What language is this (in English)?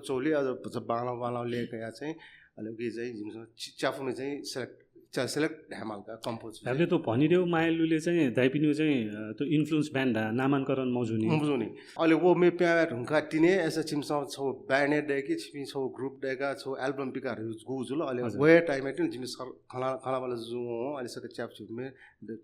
Newari